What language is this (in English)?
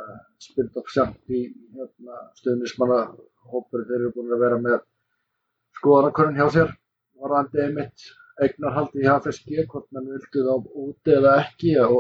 Icelandic